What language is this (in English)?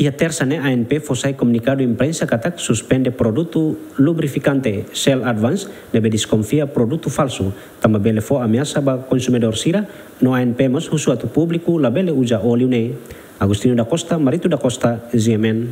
Tetum